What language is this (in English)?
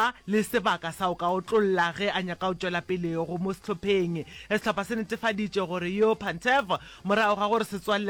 Northern Sotho